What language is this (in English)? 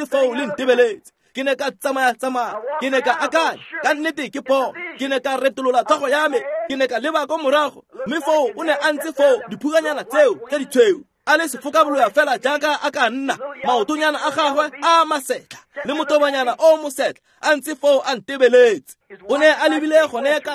Tswana